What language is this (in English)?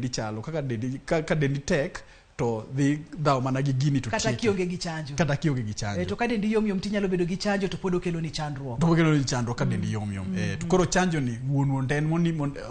Luo (Kenya and Tanzania)